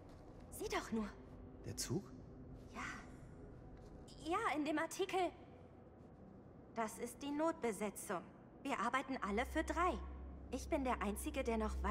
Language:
German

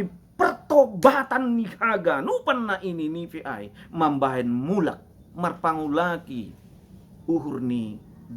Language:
Batak Simalungun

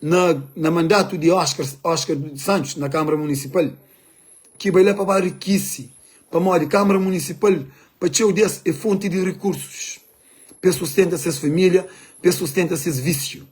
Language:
Kabuverdianu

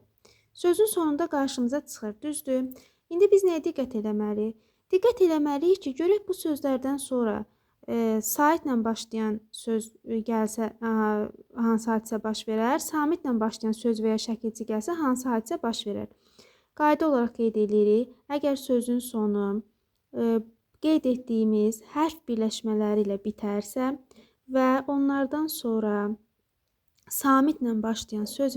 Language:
Azerbaijani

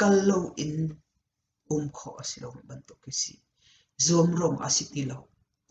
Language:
Hakha Chin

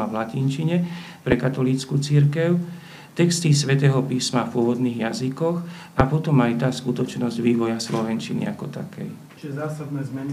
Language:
Slovak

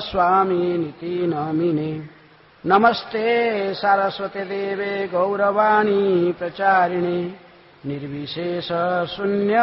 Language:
Hindi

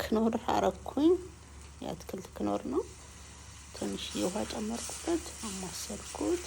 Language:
Amharic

